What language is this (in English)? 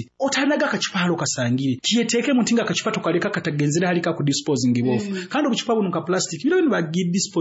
Nyoro